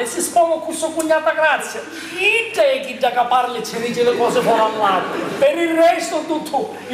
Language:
Sicilian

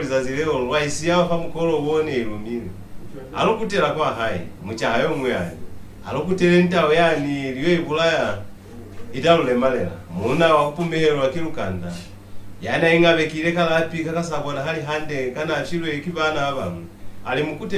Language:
Lozi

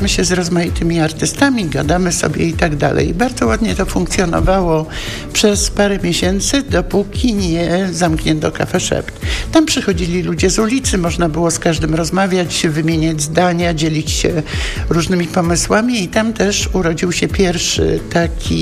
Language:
Polish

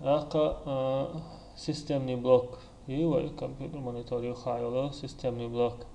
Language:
Chechen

